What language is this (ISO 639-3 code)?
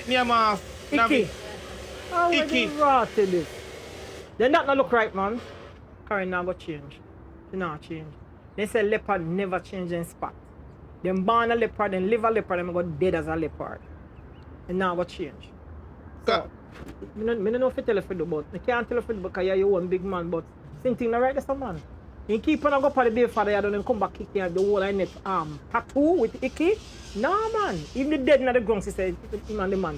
jam